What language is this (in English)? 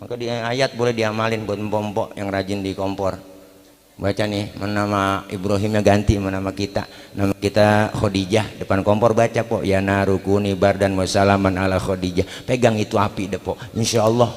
Betawi